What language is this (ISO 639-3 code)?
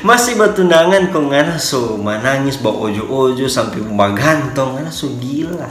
xmm